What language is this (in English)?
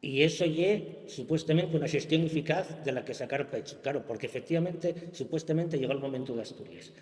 Asturian